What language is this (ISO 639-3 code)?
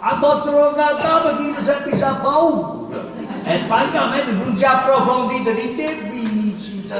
nap